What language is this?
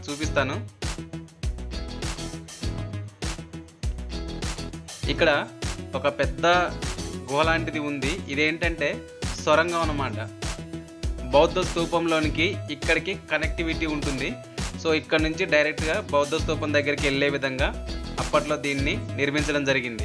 Telugu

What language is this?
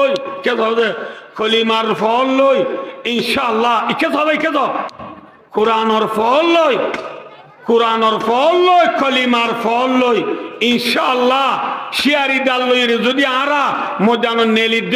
Rohingya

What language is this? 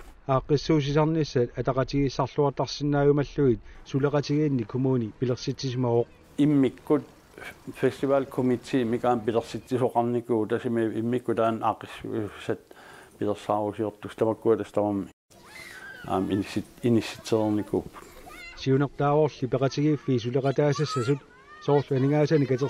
Kalaallisut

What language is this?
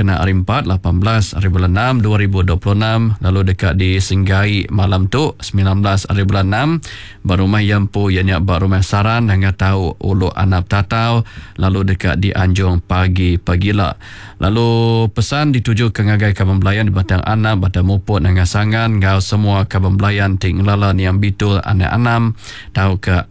Iban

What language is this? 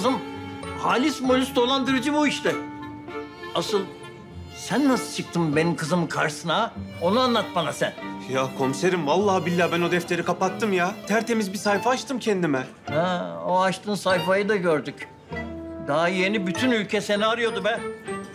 Turkish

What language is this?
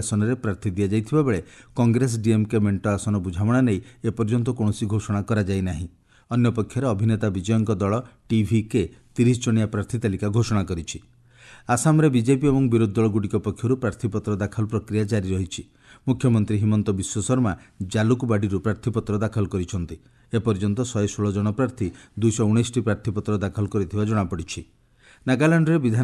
Odia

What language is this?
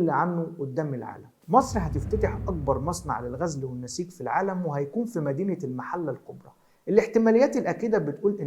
Egyptian Arabic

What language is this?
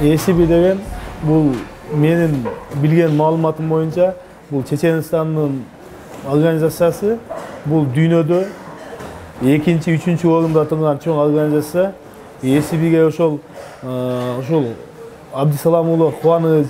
Kyrgyz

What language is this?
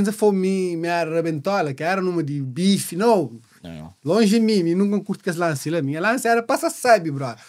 Kabuverdianu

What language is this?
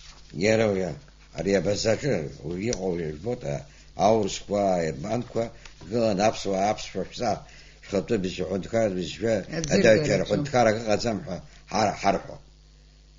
Abkhazian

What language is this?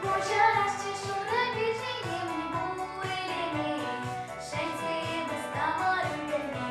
Chuvash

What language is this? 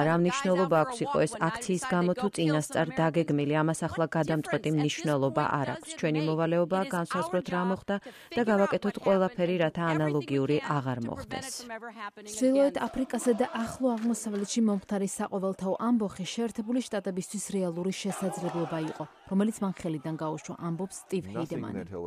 Georgian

